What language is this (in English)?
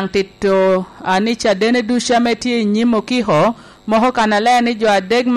Lango (Uganda)